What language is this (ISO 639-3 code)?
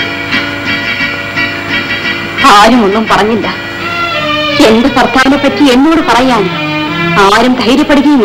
mal